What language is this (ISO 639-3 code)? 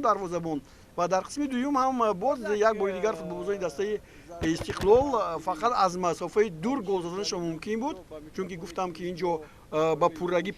tgk